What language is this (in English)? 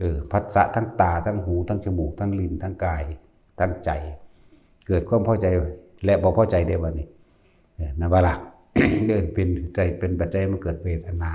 Northeastern Thai